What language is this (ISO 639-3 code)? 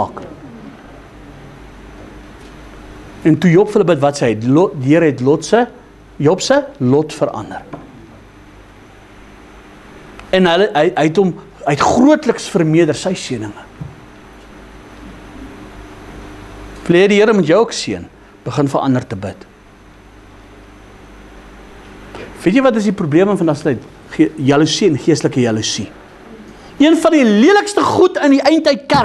afr